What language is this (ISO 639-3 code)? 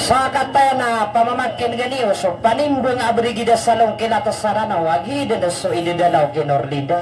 mrw